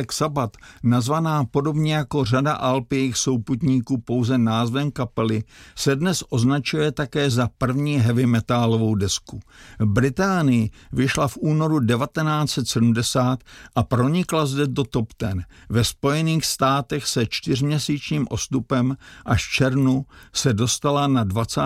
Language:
Czech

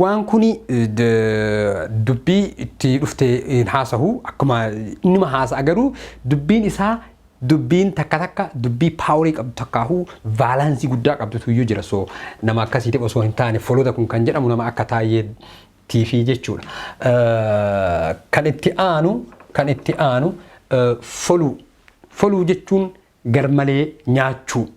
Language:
Oromo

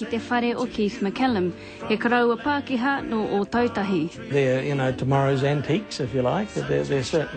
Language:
Māori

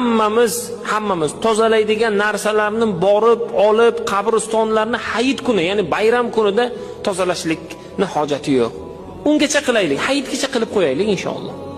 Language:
Uzbek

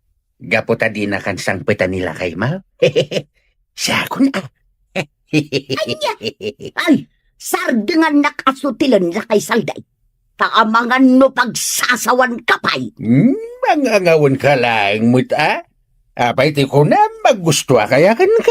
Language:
Iloko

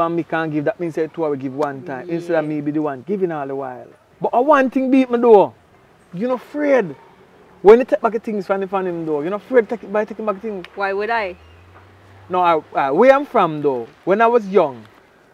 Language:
Jamaican Creole English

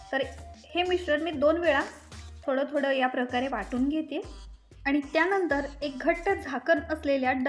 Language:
Marathi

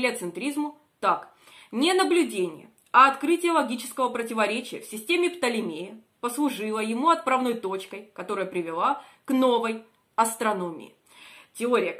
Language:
Russian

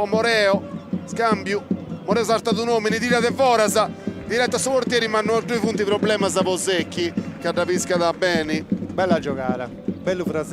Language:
Sardinian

